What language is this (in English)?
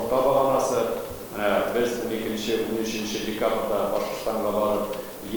Tatar